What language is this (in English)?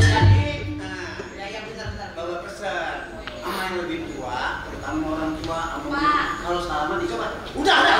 Betawi